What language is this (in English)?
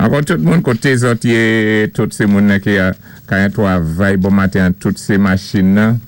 Saint Lucian Creole French